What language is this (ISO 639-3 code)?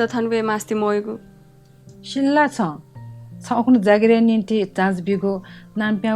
new